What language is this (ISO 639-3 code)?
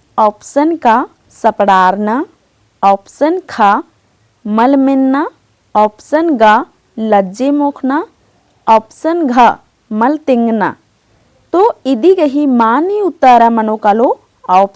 kru